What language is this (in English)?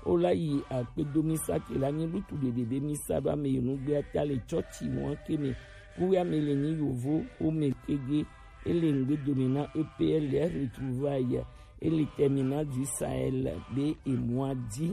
Gen